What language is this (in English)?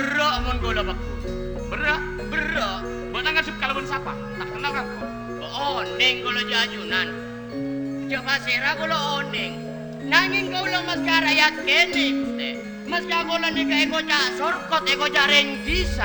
Madurese